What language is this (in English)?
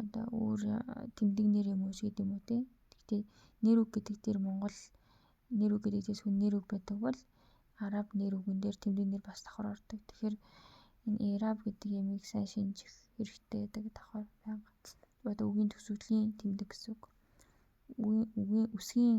Mongolian